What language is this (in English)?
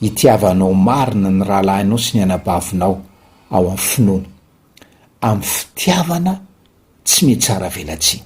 Malagasy